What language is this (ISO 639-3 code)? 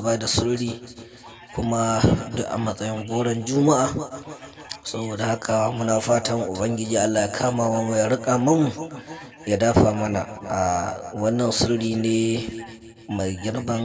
hau